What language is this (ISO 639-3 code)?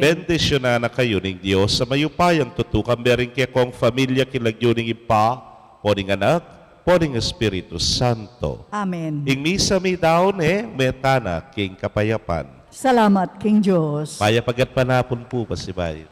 pam